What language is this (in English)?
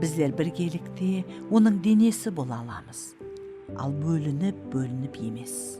Kara-Kalpak